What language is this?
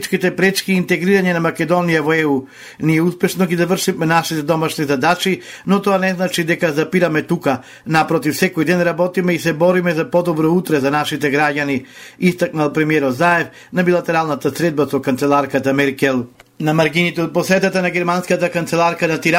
Macedonian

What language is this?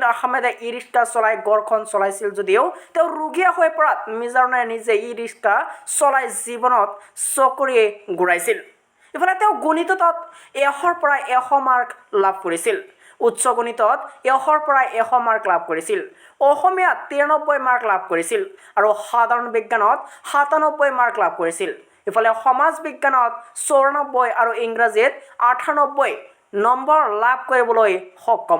Assamese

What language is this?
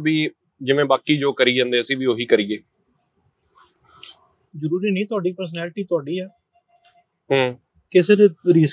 Punjabi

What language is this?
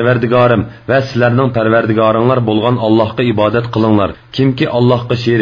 Uyghur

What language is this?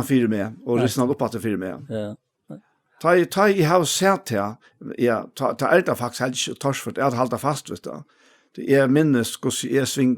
Faroese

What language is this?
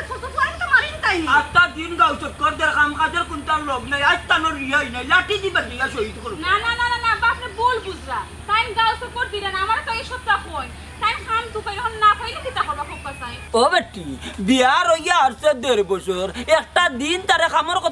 Sylheti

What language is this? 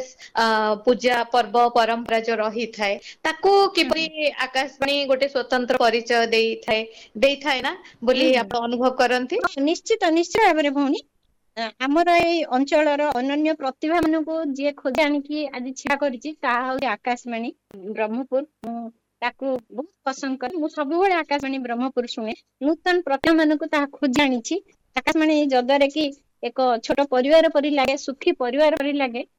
Odia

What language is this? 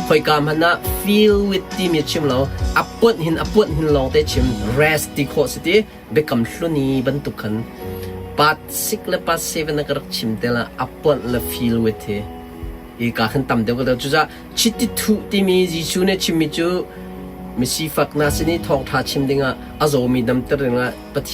Hakha Chin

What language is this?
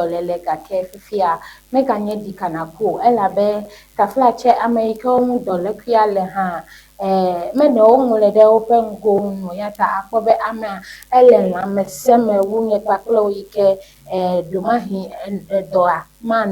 Ewe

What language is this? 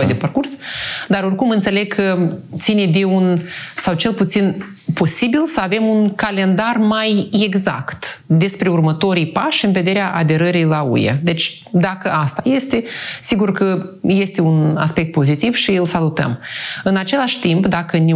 Romanian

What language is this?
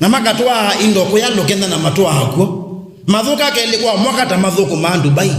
Kamba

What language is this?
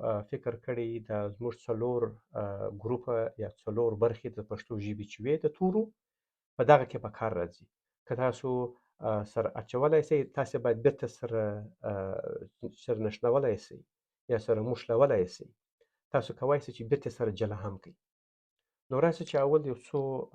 Pashto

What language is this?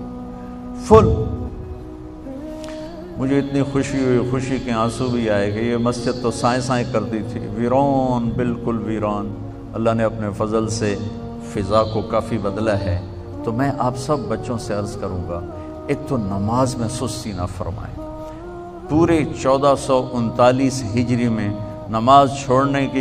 Urdu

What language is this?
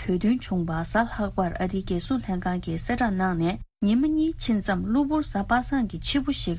Tibetan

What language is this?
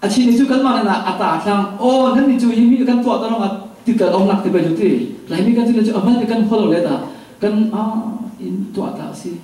Falam Chin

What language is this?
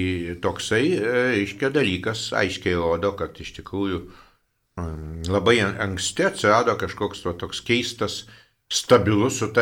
Lithuanian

